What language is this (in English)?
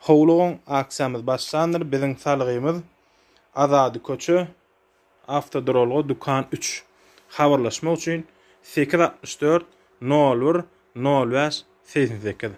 Turkmen